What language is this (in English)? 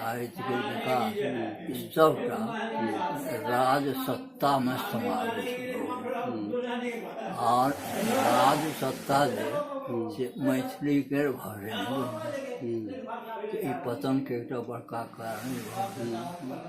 Maithili